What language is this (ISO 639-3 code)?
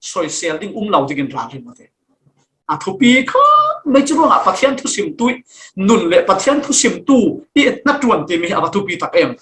cfm